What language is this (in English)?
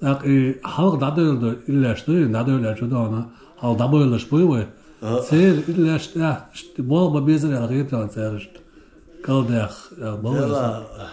Chechen